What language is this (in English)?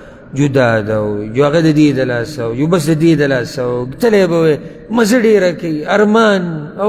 Pashto